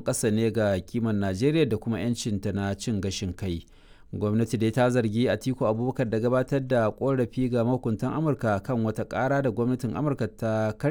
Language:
Hausa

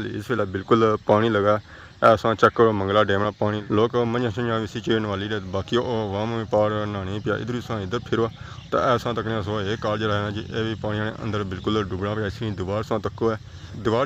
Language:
Pahari-Potwari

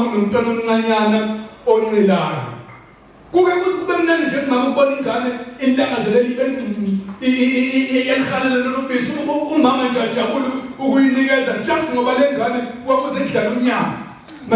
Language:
Zulu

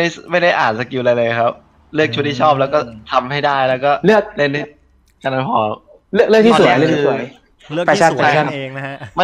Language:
Thai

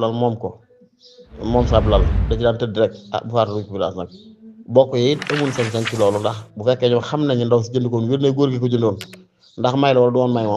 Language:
Wolof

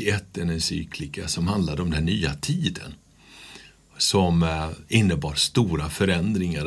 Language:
Swedish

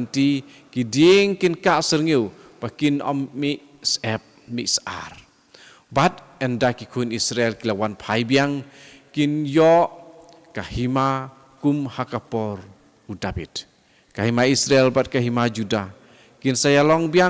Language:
Khasi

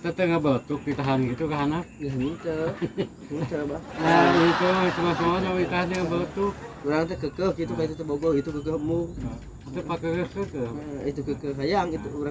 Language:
Sundanese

